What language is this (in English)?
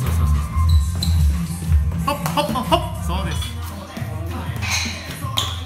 Japanese